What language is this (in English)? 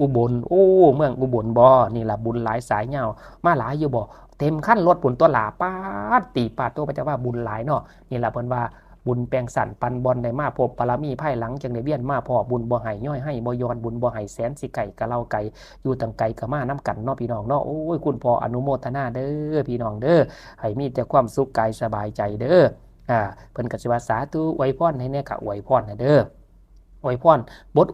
Lao